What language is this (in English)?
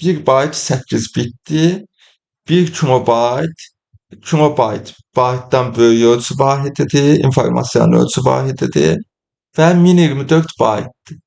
Azerbaijani